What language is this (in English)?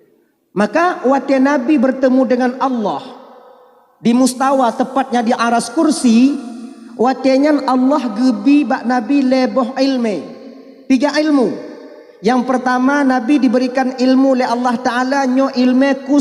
Achinese